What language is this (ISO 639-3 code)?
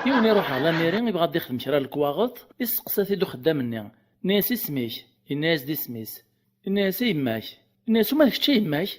kab